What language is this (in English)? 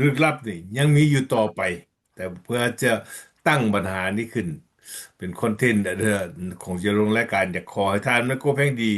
Lao